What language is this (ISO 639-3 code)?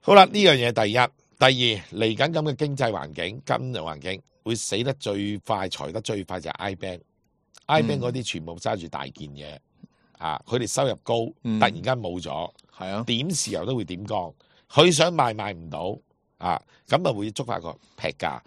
yue